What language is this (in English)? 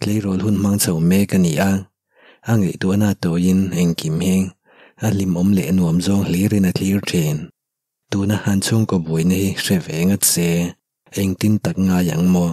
Mizo